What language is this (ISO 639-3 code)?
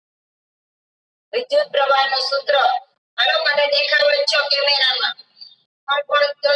guj